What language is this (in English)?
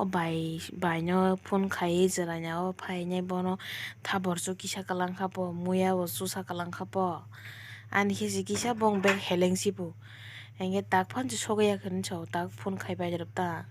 Kok Borok